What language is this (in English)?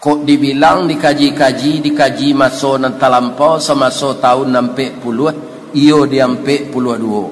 Minangkabau